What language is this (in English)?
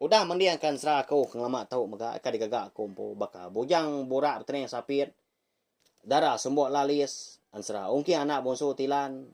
Iban